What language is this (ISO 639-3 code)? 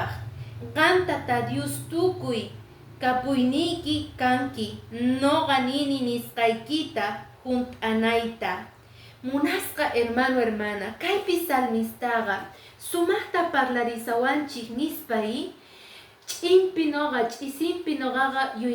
que